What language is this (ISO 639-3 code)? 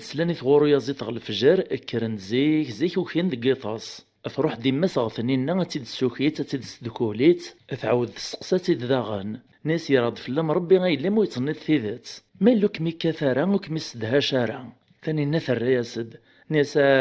kab